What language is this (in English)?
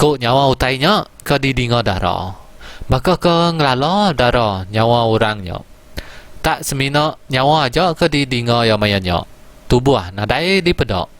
Iban